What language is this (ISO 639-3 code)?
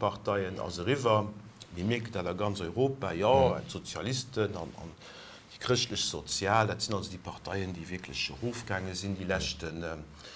ltz